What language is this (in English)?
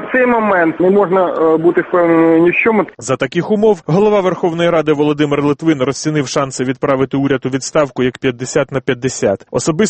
Ukrainian